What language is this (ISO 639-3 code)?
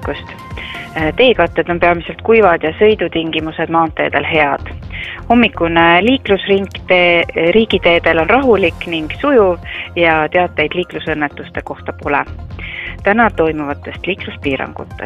est